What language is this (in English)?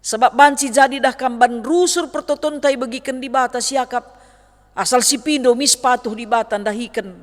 Batak Karo